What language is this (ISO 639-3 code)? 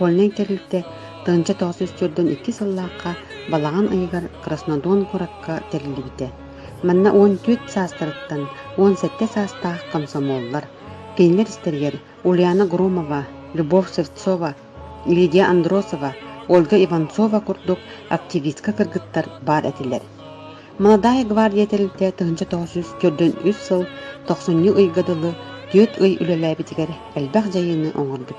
sah